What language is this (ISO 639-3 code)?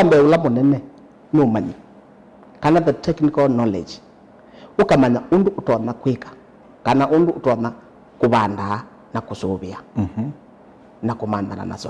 kam